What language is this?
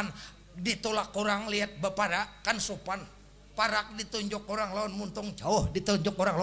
Banjar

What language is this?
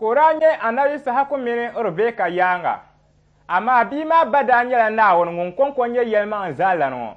Dagbani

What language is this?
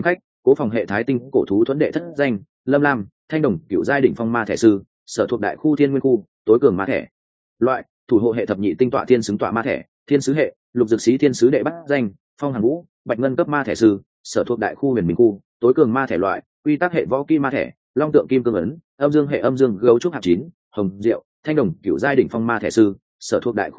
Vietnamese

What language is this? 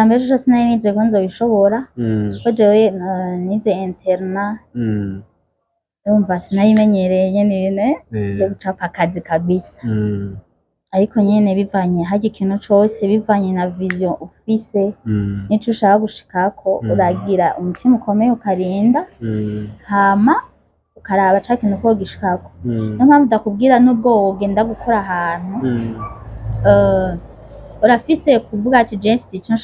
Rundi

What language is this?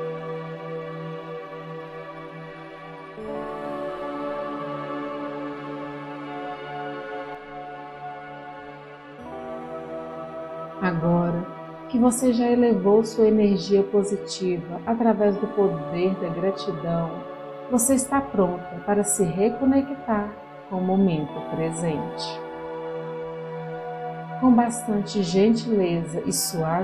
Portuguese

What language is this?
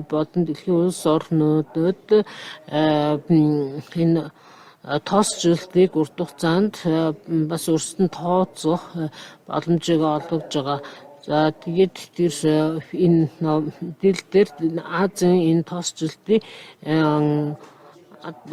Mongolian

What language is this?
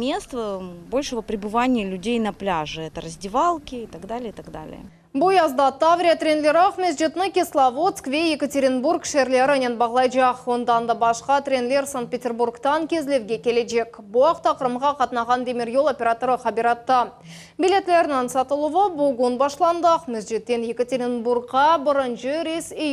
Crimean Tatar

